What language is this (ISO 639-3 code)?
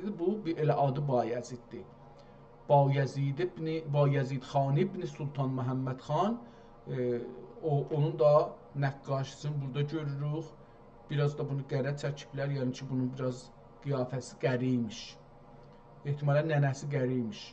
azb